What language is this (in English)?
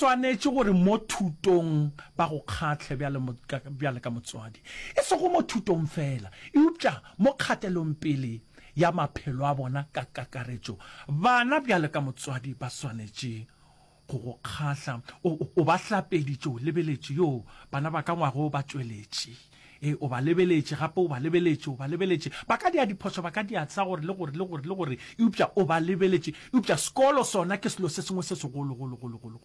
Northern Sotho